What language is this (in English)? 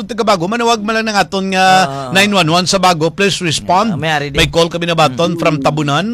Hiligaynon